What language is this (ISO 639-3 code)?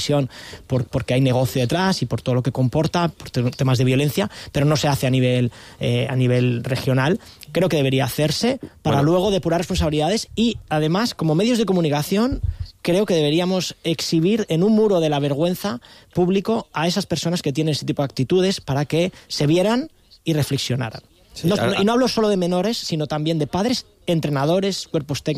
cat